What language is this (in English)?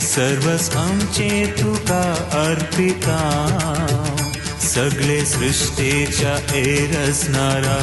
Konkani